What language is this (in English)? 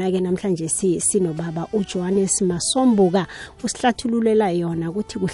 South Ndebele